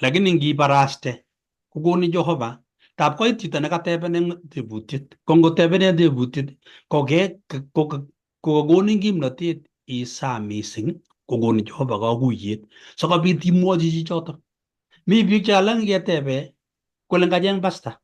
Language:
Kalenjin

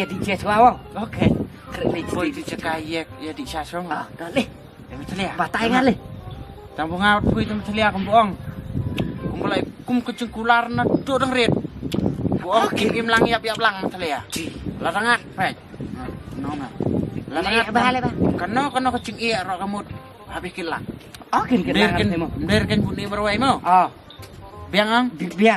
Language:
Khasi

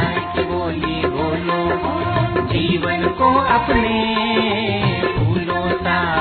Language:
Hindi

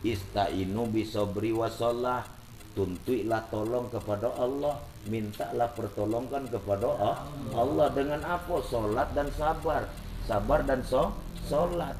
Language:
Minangkabau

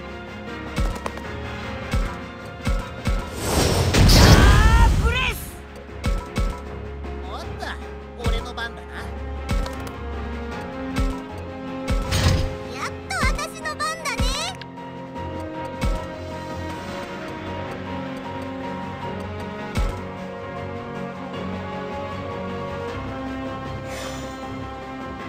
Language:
Japanese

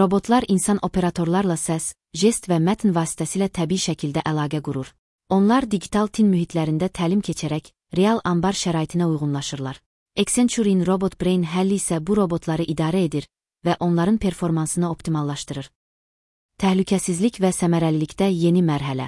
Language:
Azerbaijani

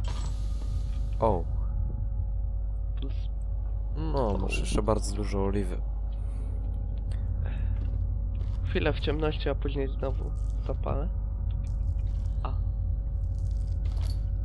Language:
Polish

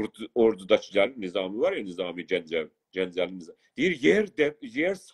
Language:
South Azerbaijani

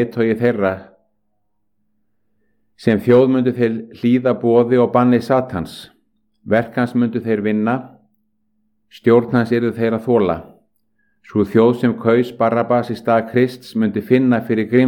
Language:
Icelandic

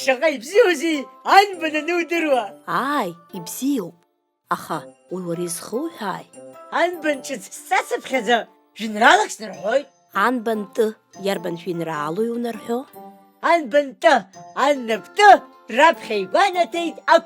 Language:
Abkhazian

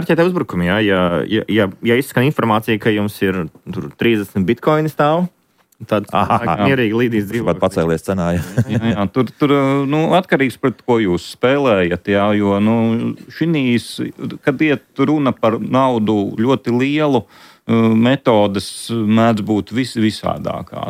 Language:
Latvian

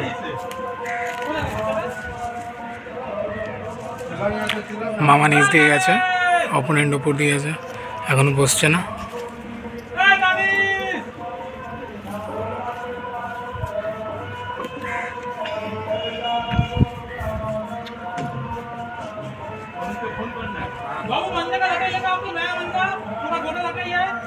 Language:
Bangla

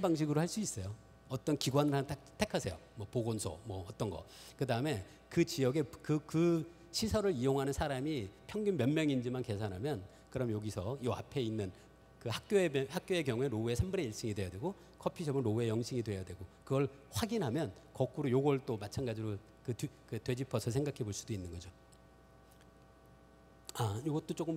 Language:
Korean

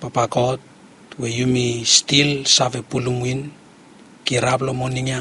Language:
Bislama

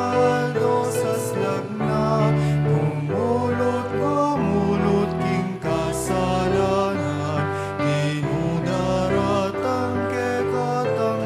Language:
Pampanga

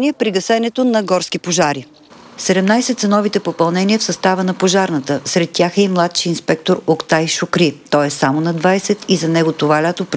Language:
Bulgarian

